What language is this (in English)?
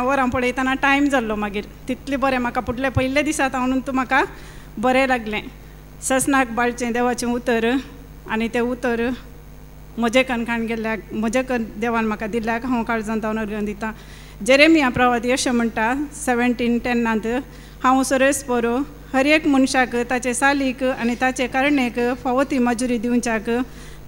Konkani